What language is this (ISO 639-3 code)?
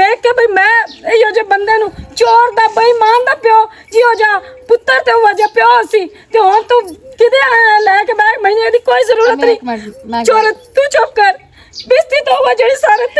lah